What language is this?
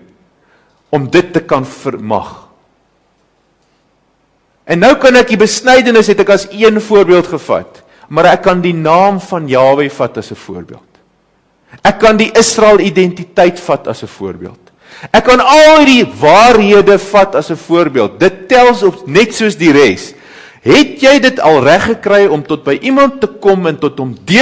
Afrikaans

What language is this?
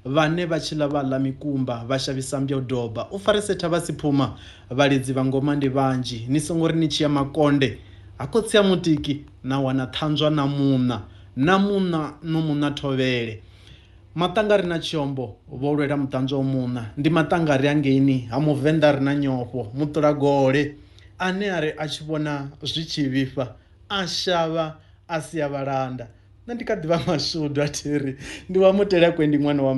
Venda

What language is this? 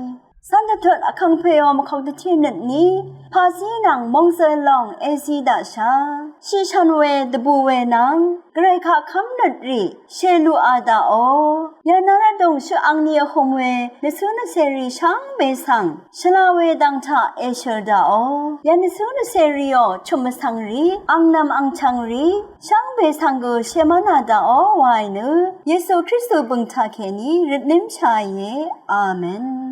Rawang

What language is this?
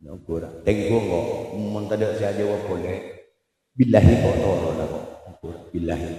Madurese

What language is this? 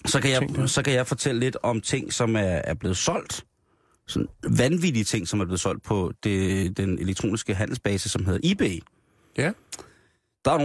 Danish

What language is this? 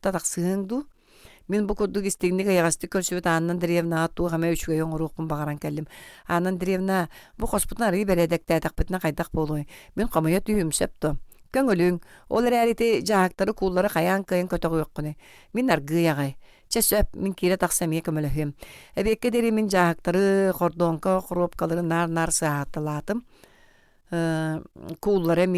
Yakut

